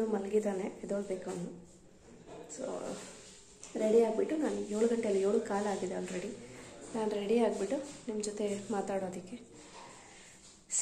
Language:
Kannada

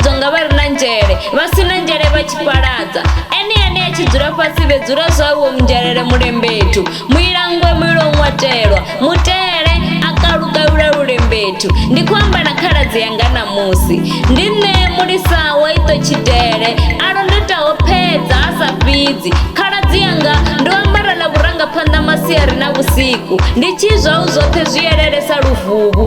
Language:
Venda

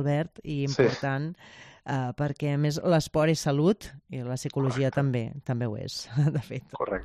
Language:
Catalan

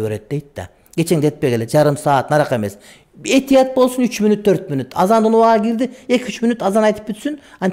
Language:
Kyrgyz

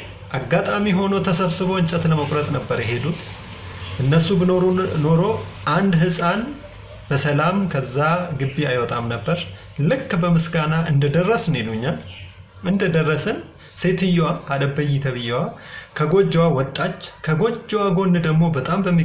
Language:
Amharic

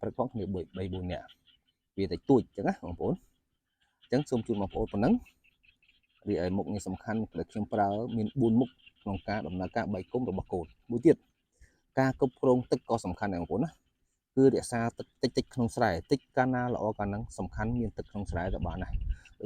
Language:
Khmer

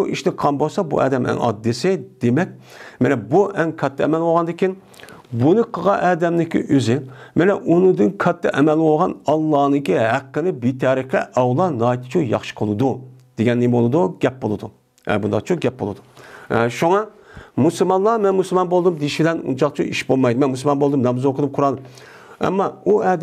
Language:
Uyghur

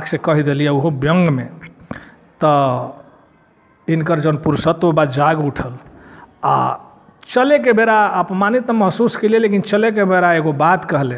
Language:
Bhojpuri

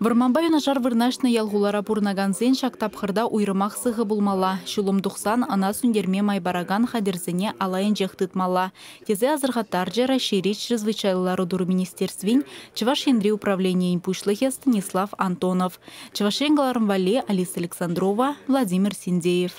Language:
Chuvash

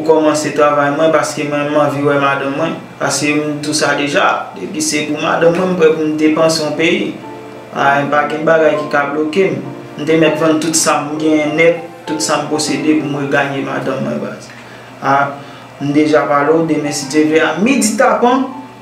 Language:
Haitian Creole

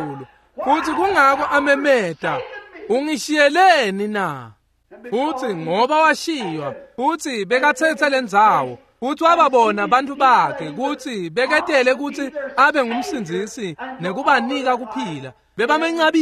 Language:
Swati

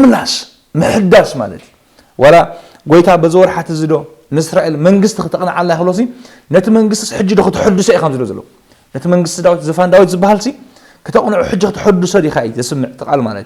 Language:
Tigrinya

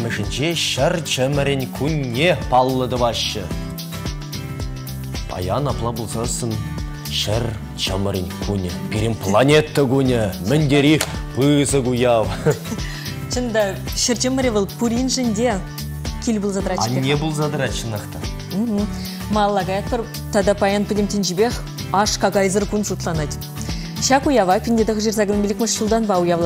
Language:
Chuvash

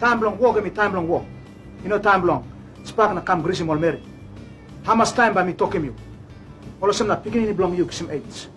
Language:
Tok Pisin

